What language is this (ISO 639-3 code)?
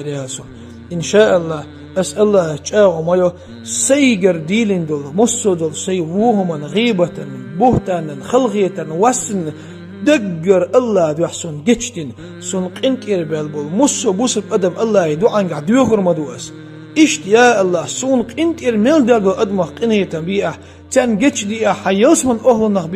che